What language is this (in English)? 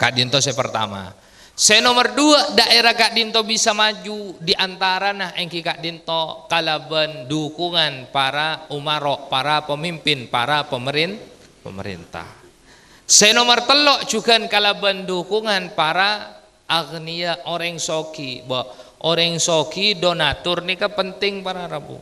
Madurese